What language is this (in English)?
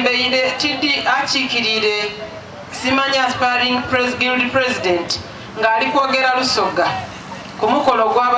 Soga